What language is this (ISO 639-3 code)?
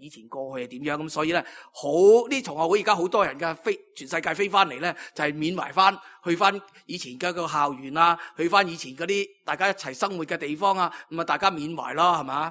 yue